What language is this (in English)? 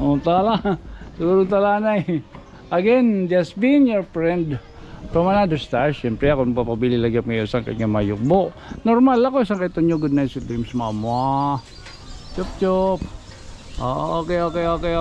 Waray